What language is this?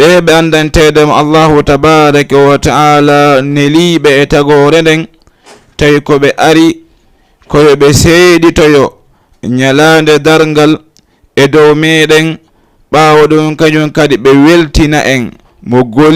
Fula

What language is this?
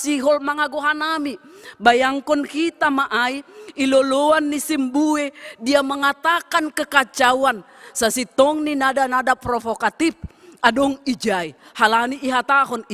Batak Simalungun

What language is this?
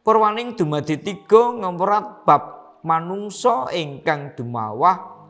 Javanese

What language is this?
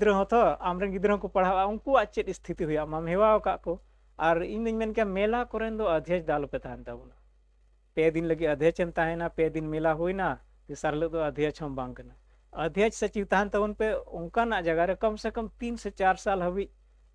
Santali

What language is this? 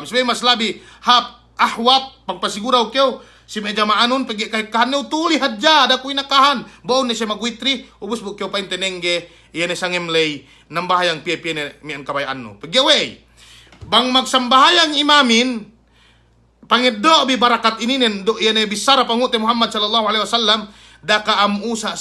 Yakan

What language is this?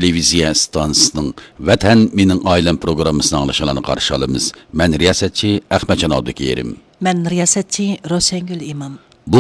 Uyghur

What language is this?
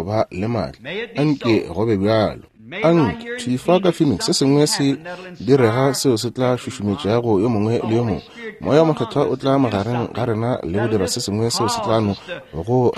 Northern Sotho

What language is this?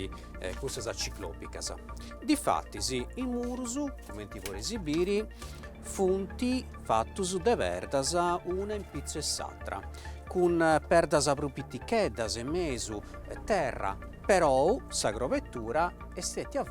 Sardinian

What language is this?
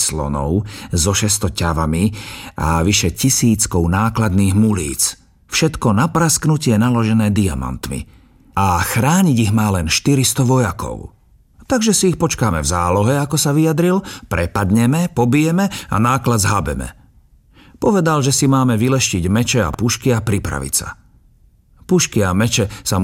Slovak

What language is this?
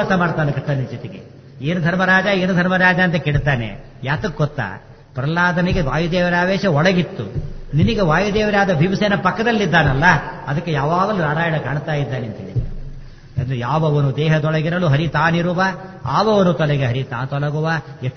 Kannada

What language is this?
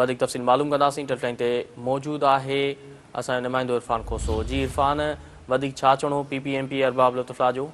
Sindhi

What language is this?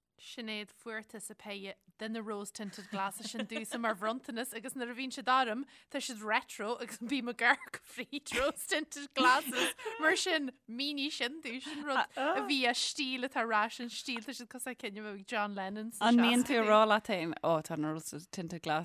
Irish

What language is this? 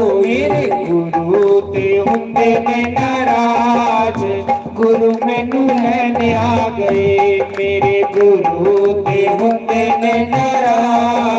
Dogri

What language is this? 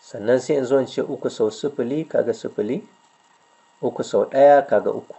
Hausa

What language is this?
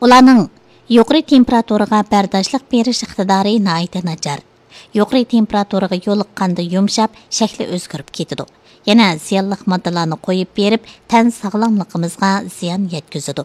Uyghur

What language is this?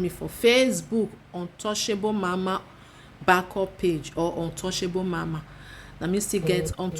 Nigerian Pidgin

